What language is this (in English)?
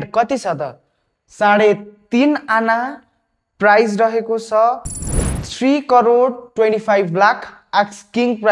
Nepali